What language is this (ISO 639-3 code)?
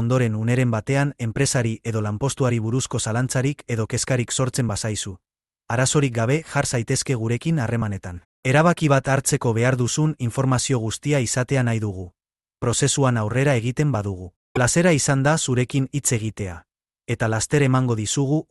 eus